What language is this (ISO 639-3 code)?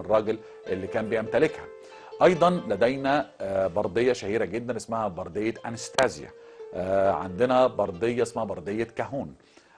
arz